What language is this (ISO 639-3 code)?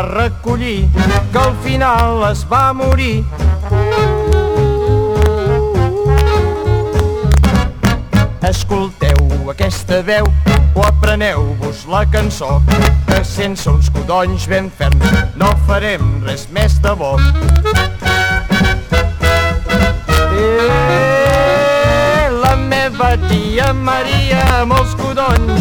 cat